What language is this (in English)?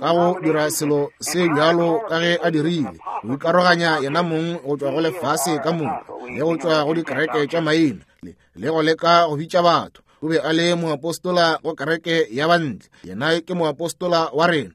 Northern Sotho